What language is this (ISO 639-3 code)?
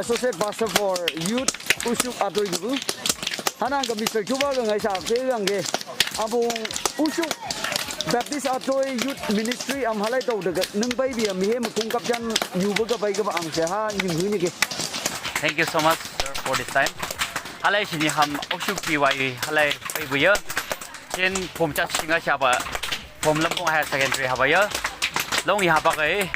nph